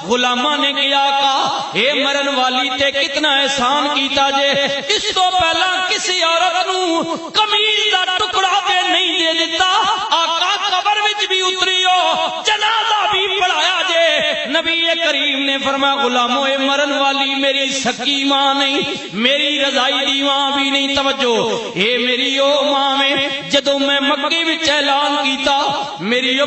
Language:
Western Panjabi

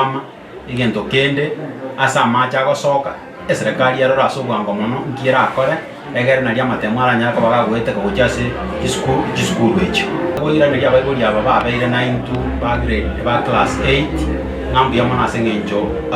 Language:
Gusii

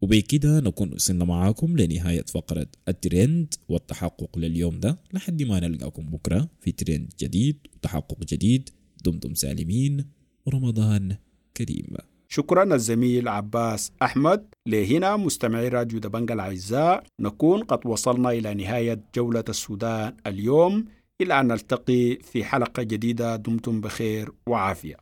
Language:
Sudanese Arabic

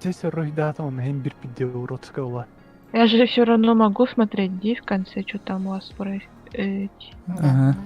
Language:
Yakut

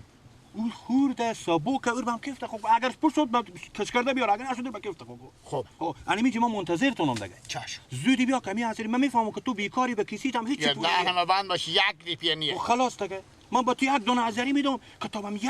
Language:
Persian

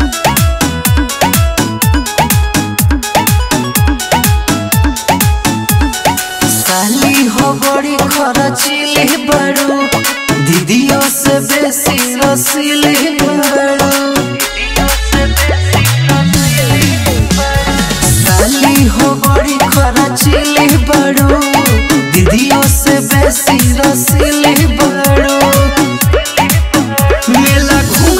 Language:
Bhojpuri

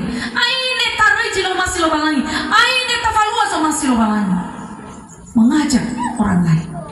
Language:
Nias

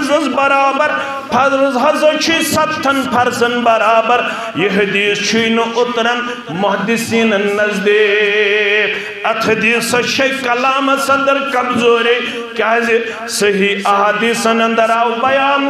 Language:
Kashmiri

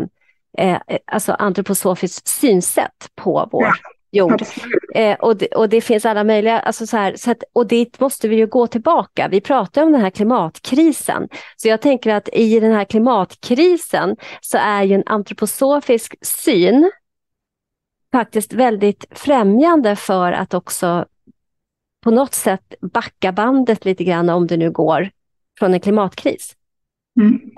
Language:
Swedish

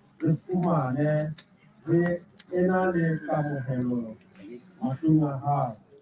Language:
Southern Sotho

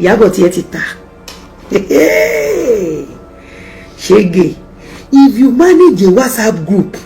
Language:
Yoruba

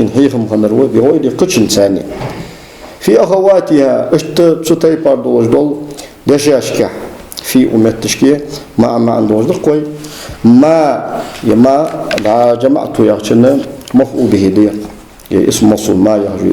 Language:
Ingush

